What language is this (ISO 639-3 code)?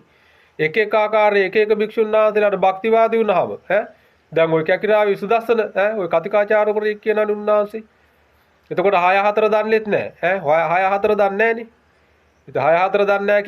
sin